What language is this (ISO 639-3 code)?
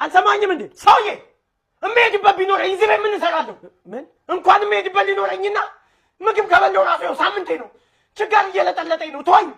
amh